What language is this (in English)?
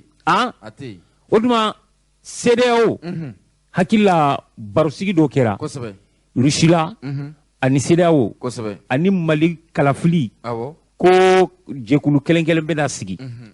Bambara